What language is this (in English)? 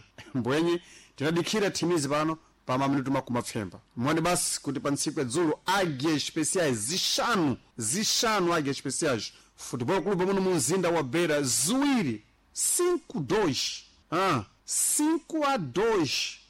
Sena